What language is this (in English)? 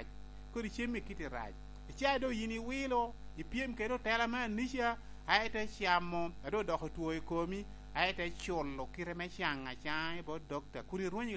Lango (Uganda)